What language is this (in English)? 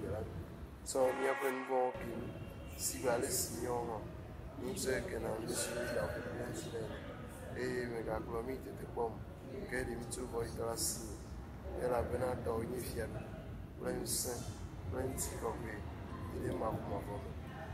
Ewe